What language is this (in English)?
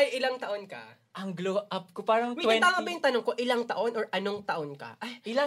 Filipino